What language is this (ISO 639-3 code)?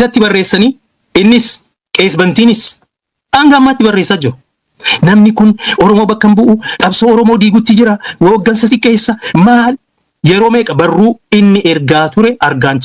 orm